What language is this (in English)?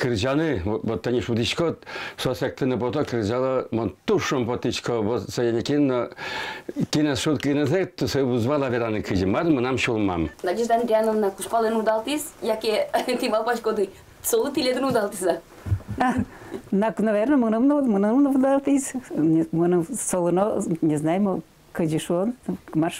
Udmurt